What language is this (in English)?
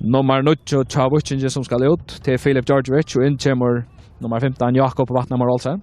Faroese